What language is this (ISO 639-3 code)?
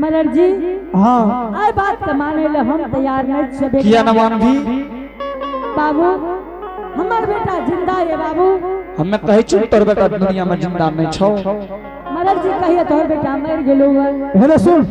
anp